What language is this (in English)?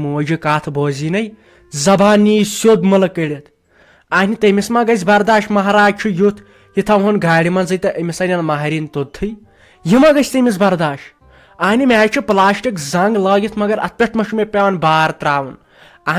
Kashmiri